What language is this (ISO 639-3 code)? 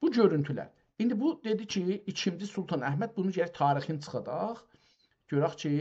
azb